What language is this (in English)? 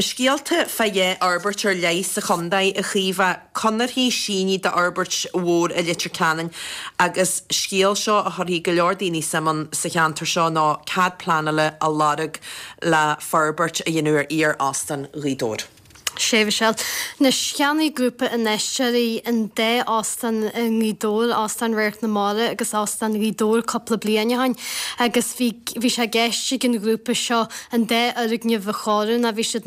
Irish